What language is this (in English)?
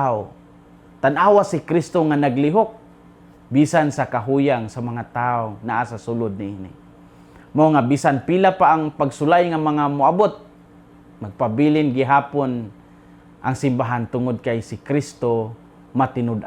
Cebuano